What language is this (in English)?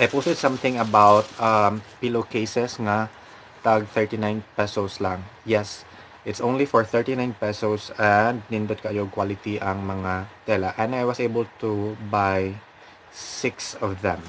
Cebuano